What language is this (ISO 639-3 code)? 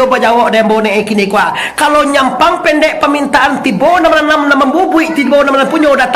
min